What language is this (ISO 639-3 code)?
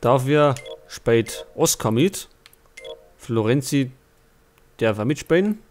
bar